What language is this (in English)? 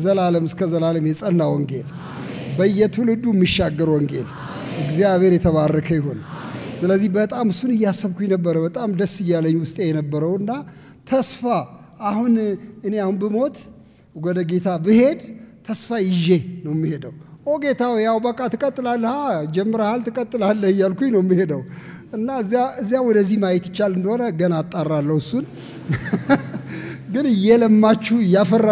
Amharic